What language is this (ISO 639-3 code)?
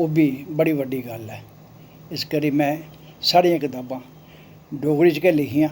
doi